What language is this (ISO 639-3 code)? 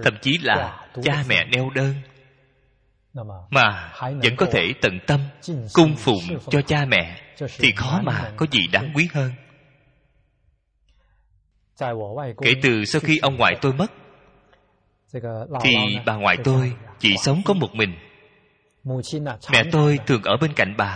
vie